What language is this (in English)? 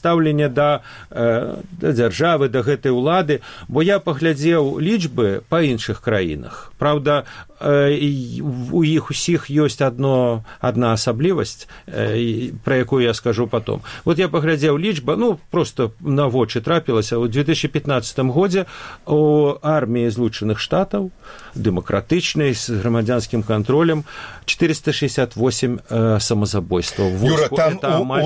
Belarusian